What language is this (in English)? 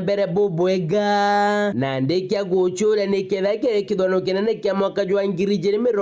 Meru